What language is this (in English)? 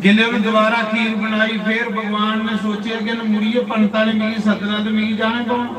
Dogri